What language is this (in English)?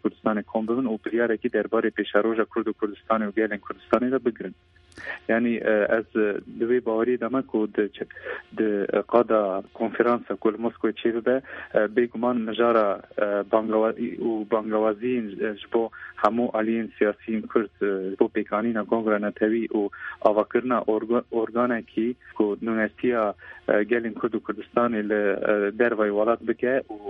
Kurdish